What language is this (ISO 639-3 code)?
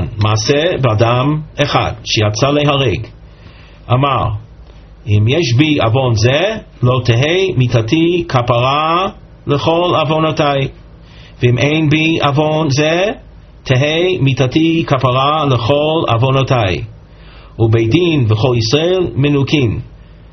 heb